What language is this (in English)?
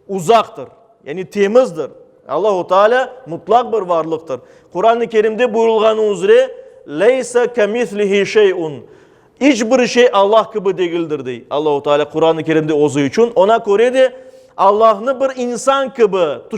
Crimean Tatar